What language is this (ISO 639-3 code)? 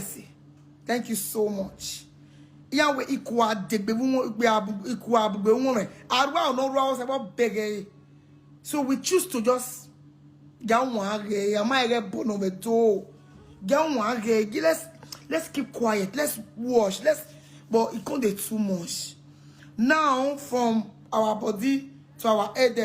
pcm